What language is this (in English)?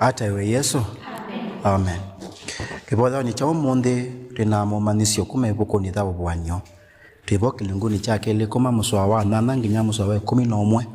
Kamba